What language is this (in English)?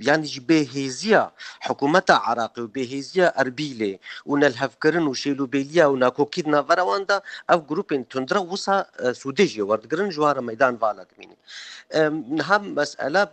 Kurdish